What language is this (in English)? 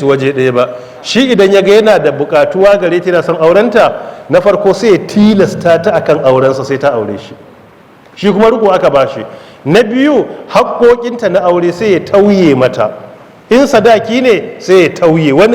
Hausa